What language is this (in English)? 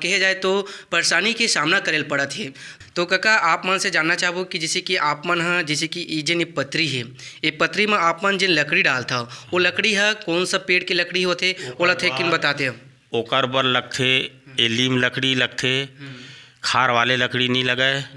Chhattisgarhi